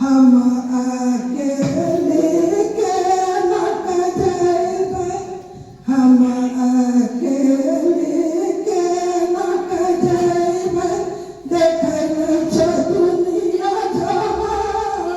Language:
Angika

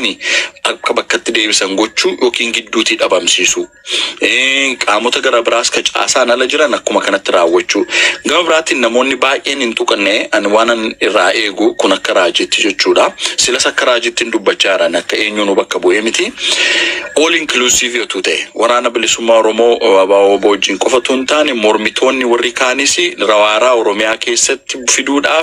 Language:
Oromo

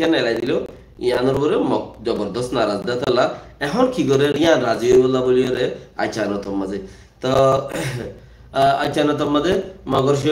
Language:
Rohingya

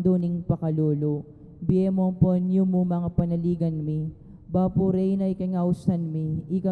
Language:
Pampanga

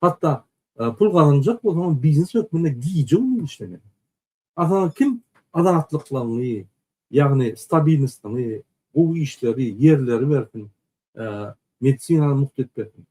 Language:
Turkmen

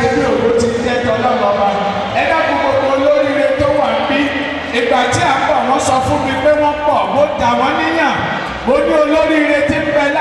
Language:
Yoruba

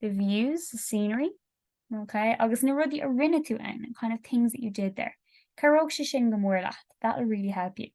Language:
Irish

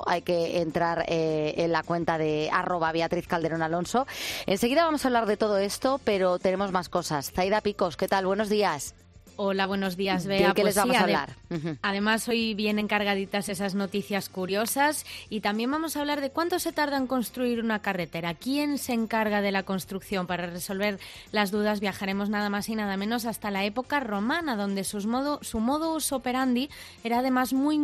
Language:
Spanish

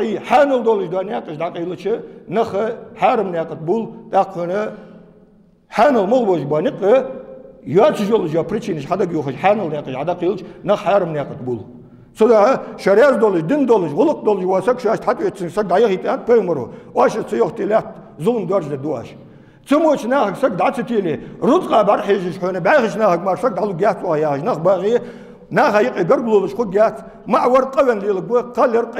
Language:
Ingush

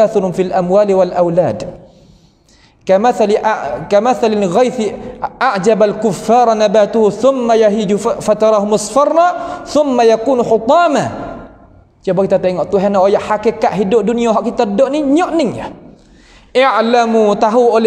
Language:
Malay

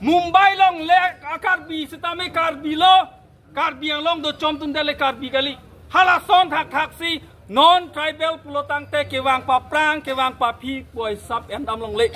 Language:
Karbi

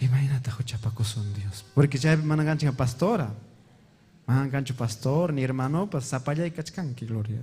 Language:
Ayacucho Quechua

